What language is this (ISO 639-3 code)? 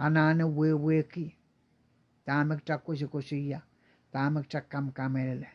pon